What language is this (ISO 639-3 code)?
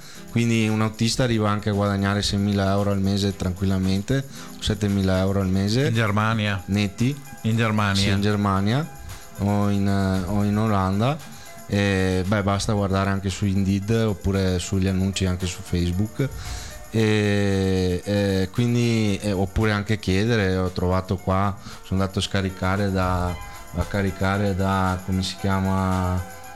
ita